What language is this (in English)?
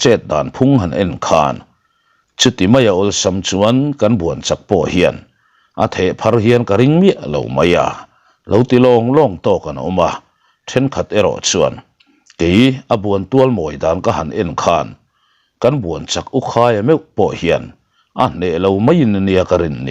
Mizo